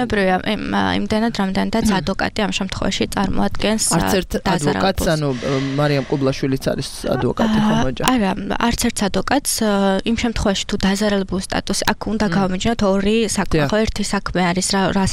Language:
Georgian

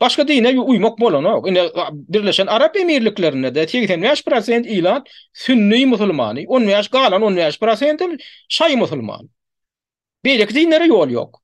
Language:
Turkmen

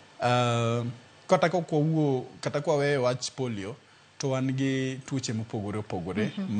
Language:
Luo (Kenya and Tanzania)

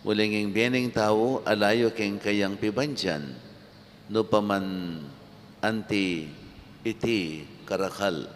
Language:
Pampanga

